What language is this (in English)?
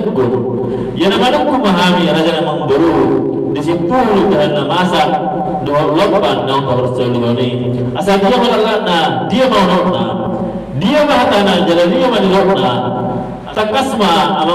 Batak Toba